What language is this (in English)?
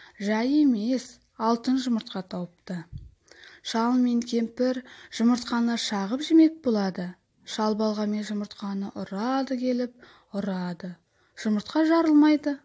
Kazakh